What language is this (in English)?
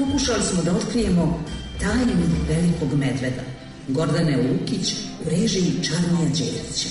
Serbian